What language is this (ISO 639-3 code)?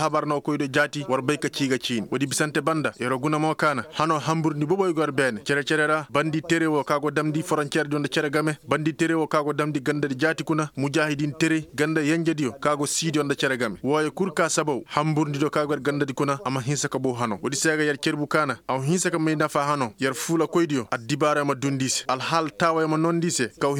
ses